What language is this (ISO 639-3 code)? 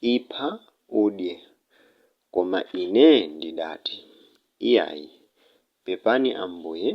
nya